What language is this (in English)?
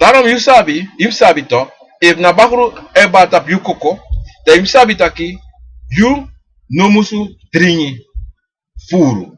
Sranan Tongo